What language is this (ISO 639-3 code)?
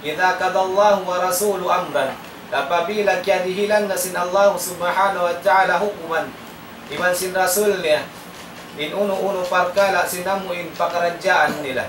tsg